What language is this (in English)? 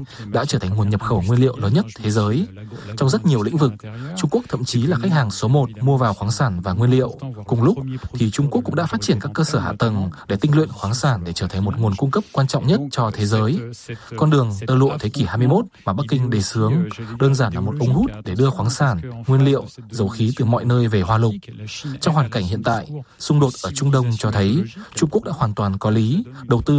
Vietnamese